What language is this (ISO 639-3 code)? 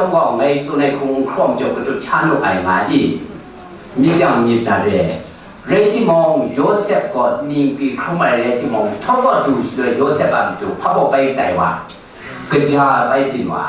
kac